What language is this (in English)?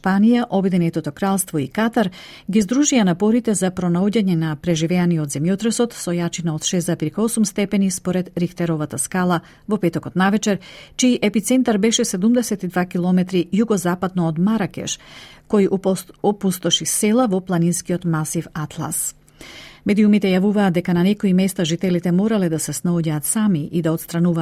Macedonian